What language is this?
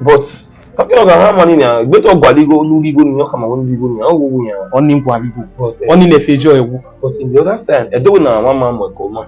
Bini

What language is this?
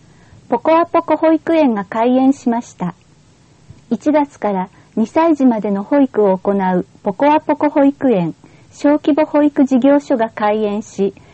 Japanese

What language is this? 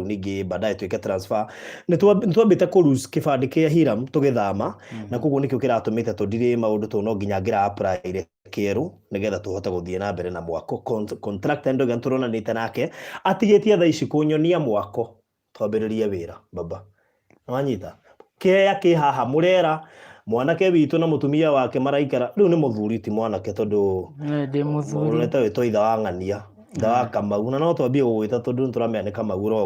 Kikuyu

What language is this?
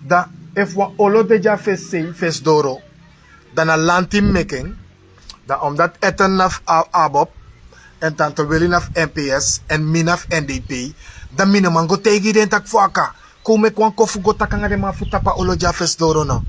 Sranan Tongo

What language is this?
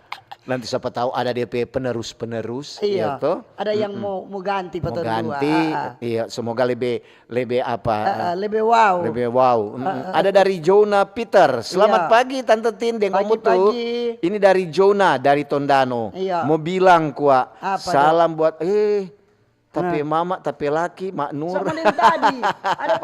Manado Malay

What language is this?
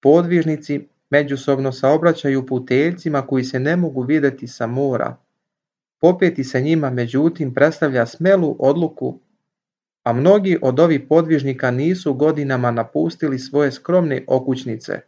Serbian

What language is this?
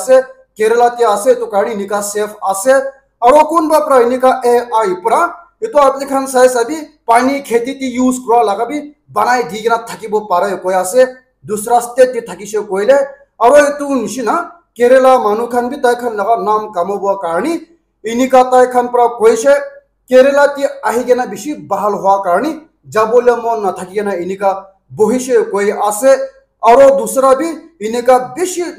Naga Pidgin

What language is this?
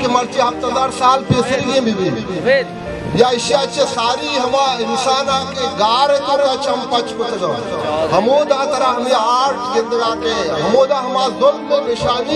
Baluchi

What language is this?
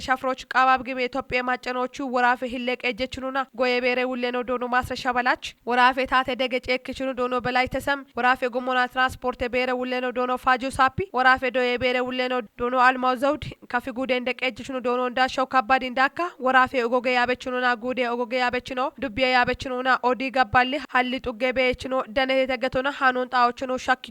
Kafa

